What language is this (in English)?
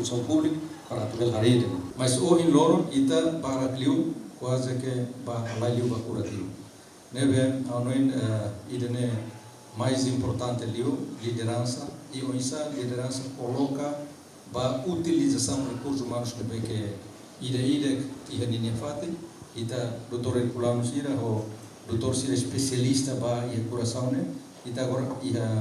Tetum